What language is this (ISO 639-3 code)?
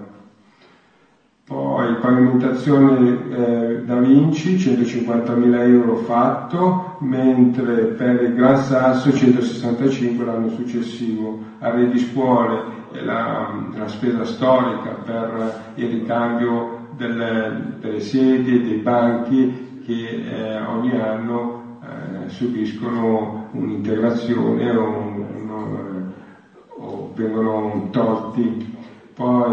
ita